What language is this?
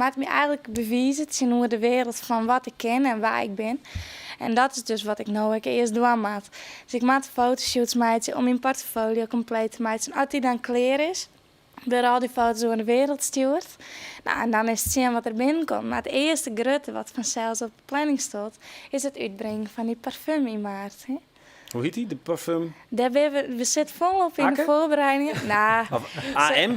Western Frisian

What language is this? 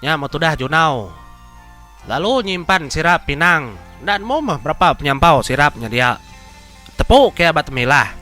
Iban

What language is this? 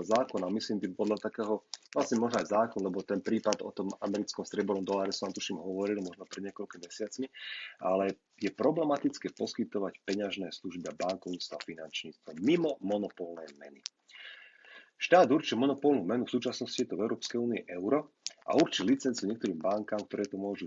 Slovak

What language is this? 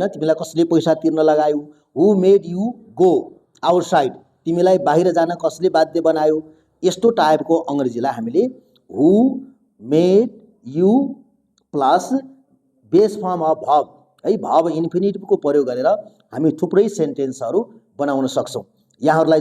Nepali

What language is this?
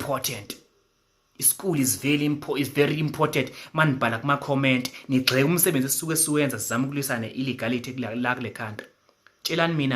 Zulu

